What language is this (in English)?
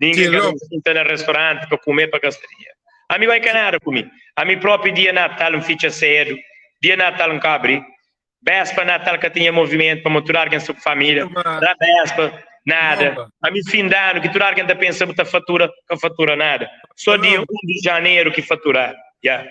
Kabuverdianu